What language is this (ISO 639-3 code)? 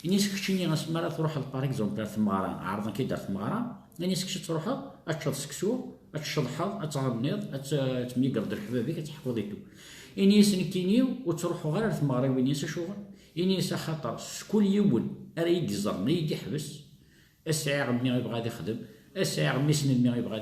kab